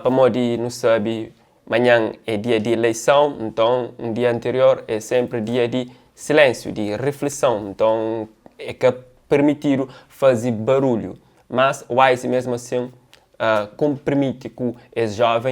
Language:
Kabuverdianu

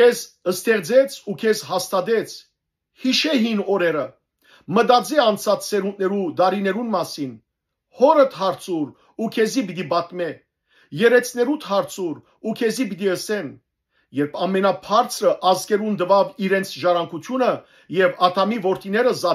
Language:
Western Armenian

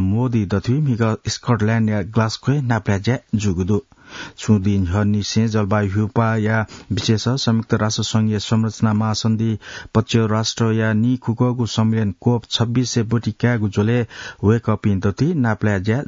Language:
Newari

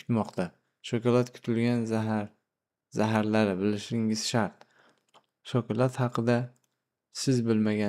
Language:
Uzbek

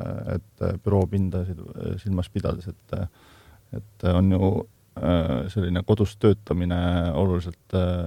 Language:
Estonian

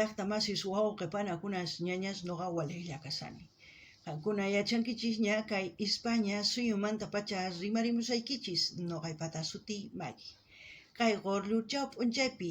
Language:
South Bolivian Quechua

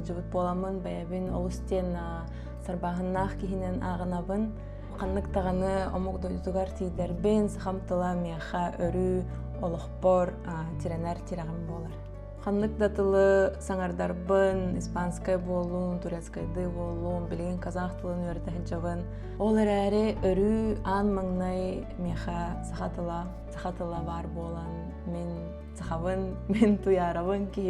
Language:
Yakut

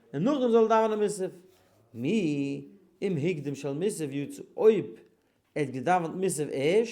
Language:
Yiddish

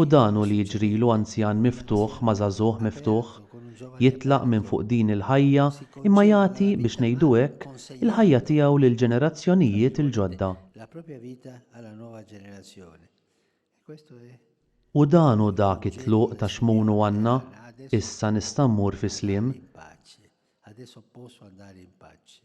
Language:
Maltese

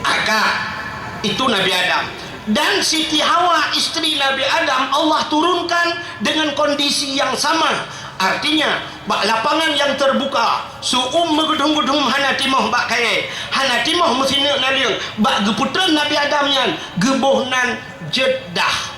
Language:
Achinese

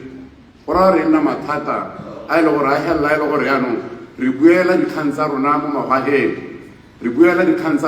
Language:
Tswana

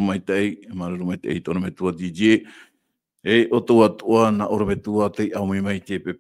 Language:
Tahitian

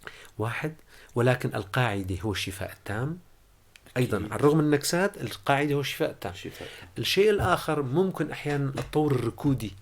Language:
North Levantine Arabic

